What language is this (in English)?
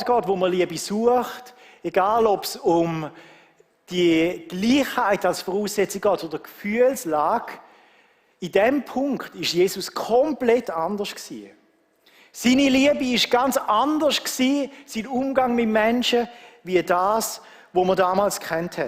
Swiss German